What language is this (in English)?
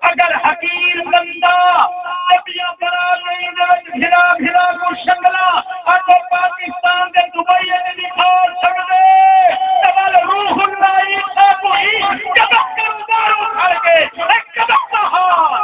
Saraiki